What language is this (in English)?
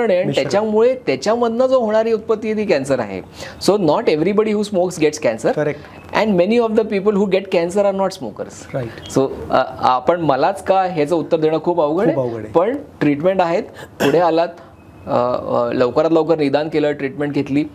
Marathi